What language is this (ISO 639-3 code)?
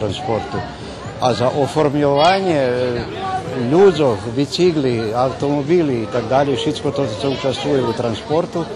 rue